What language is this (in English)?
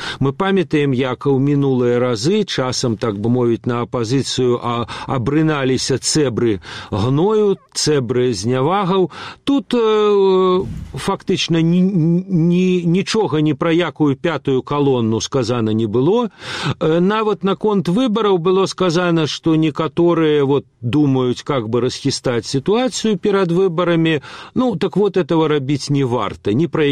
Belarusian